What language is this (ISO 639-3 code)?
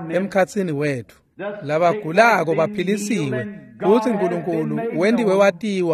ssw